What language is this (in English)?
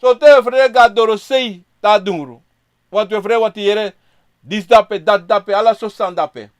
Sranan Tongo